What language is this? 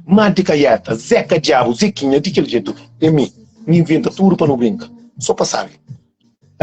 Kabuverdianu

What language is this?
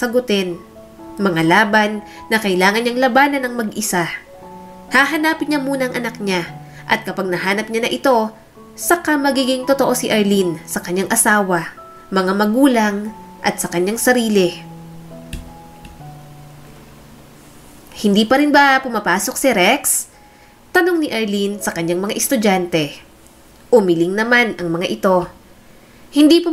Filipino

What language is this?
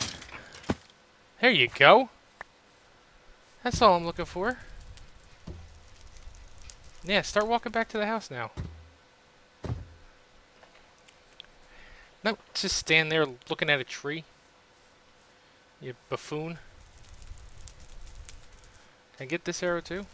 English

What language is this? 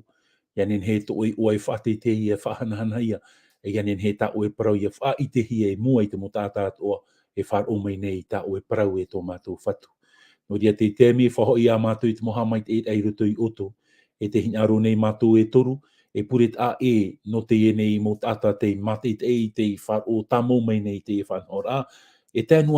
Tahitian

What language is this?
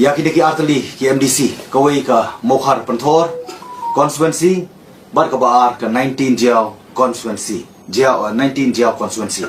Khasi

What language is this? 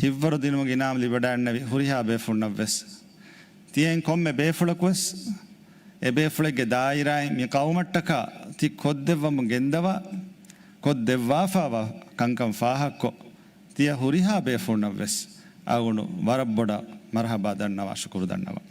Divehi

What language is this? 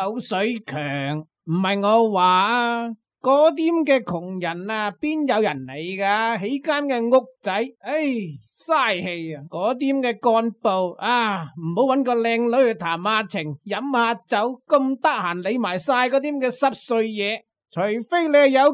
Cantonese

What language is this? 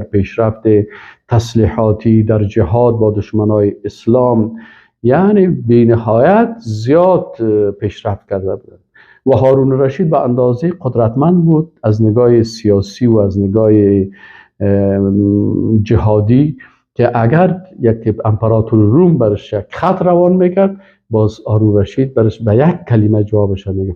Persian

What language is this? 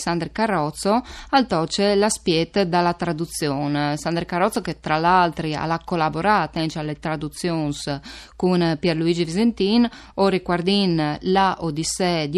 Friulian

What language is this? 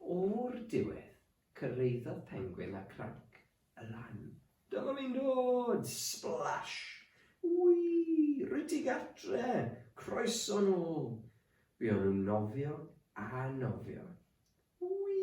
Welsh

